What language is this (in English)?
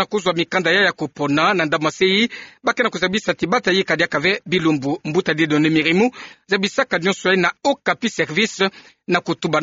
Kituba (Democratic Republic of Congo)